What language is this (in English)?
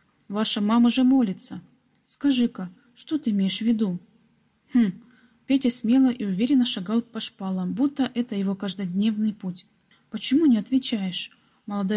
Russian